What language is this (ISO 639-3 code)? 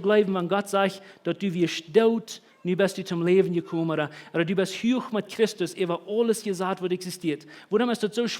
pdt